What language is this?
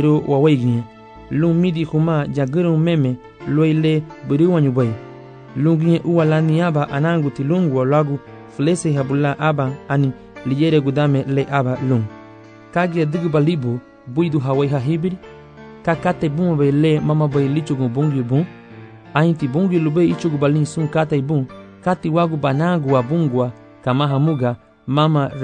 Garifuna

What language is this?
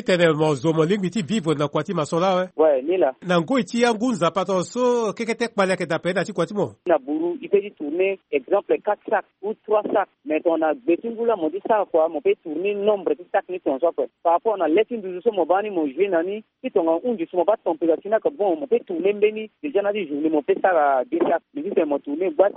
Sango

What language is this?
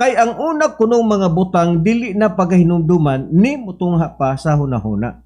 Cebuano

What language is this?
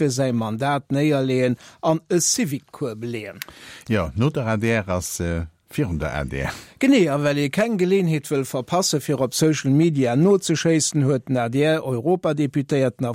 Luxembourgish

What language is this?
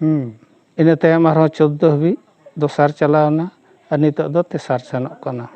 Santali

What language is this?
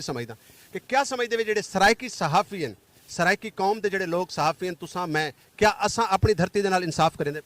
Saraiki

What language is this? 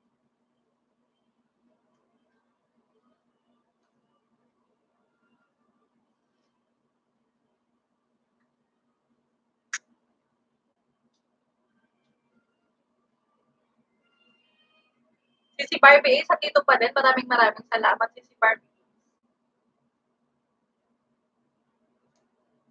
Filipino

